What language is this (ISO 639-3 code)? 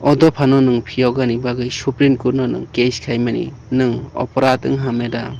ria